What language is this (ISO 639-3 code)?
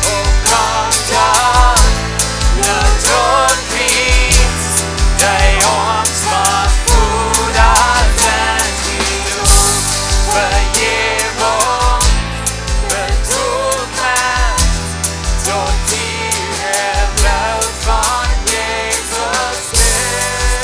pdt